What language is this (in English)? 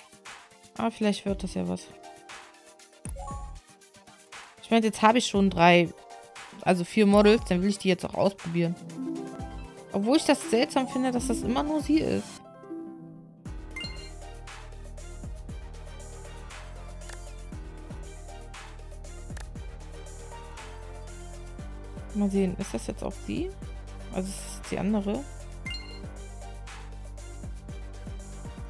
German